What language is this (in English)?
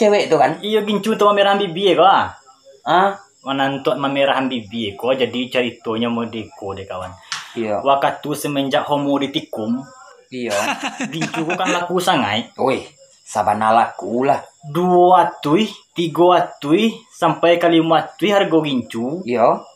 Minangkabau